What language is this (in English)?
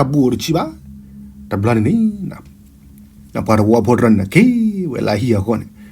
S'gaw Karen